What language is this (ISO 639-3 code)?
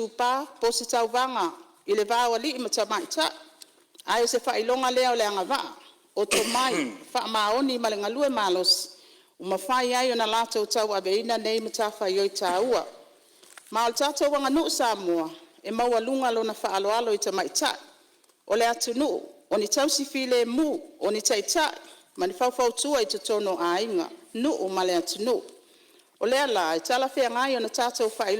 smo